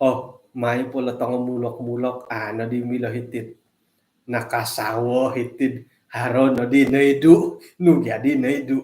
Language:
Central Dusun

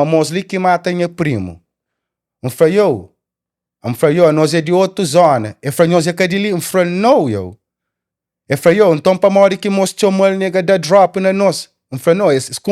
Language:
Kabuverdianu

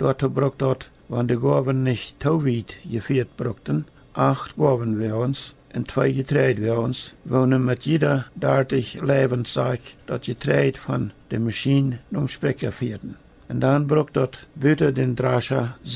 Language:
Plautdietsch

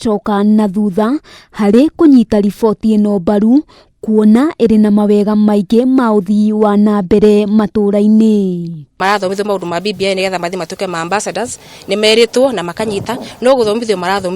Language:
Kikuyu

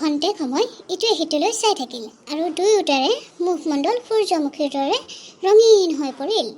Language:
Assamese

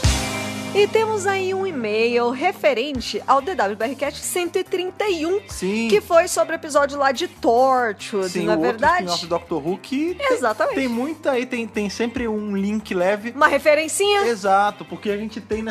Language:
Portuguese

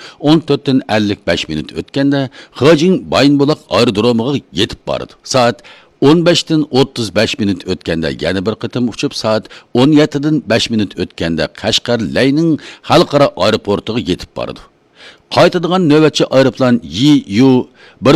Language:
Uyghur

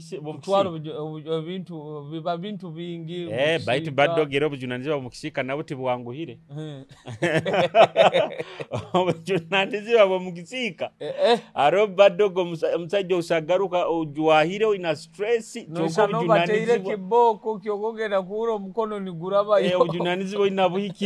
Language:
Nyoro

